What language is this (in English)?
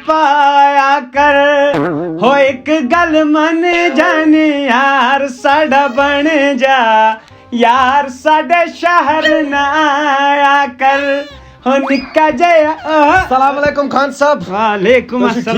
Kashmiri